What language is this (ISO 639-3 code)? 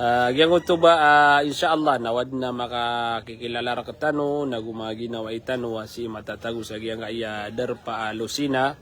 mrw